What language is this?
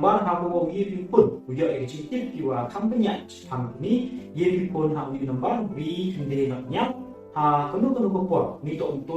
Pnar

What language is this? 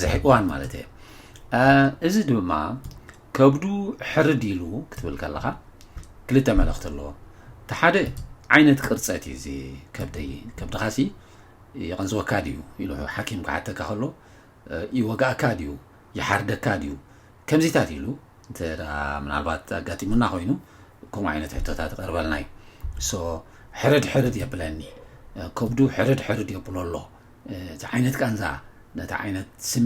Tigrinya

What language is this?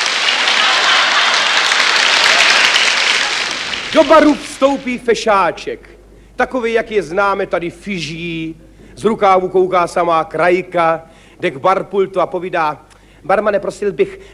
Czech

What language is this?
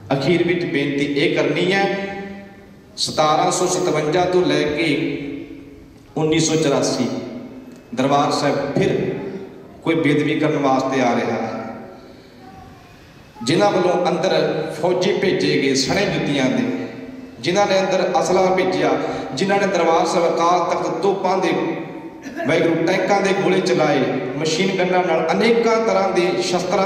Punjabi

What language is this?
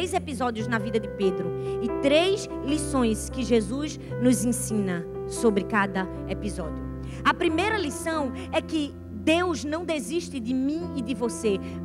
Portuguese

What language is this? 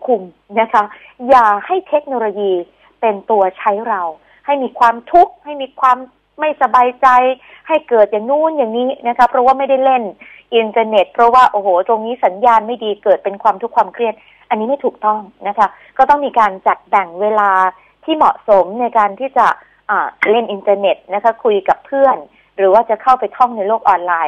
Thai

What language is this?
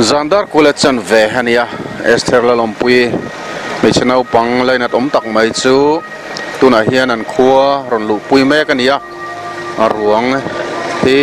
Mizo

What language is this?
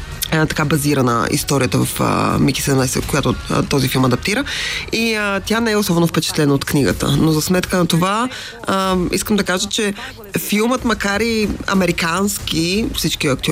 Bulgarian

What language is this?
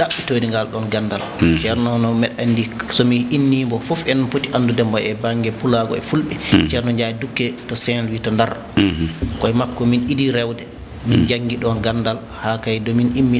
Fula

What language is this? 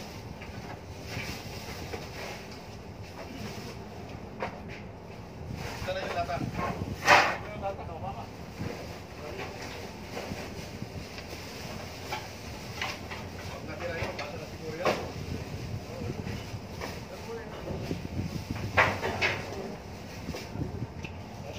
Filipino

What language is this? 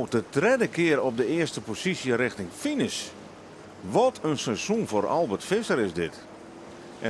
Western Frisian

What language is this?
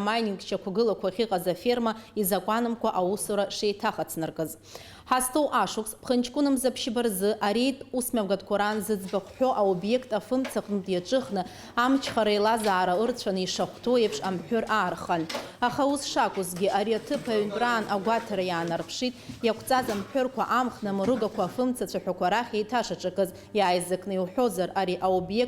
Abkhazian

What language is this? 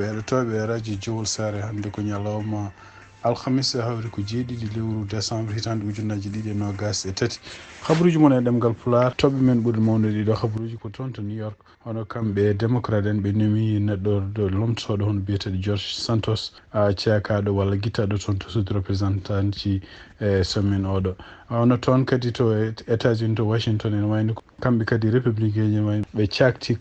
Fula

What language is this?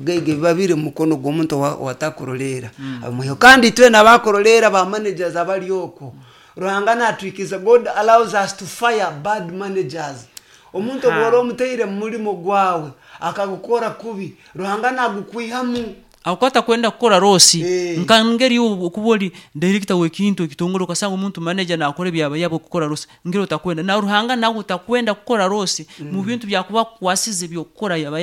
Nyankole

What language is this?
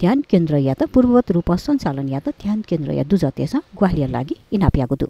Newari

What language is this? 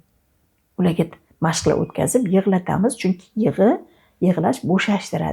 Uzbek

